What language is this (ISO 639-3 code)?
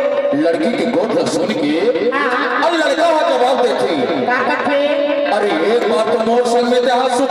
hne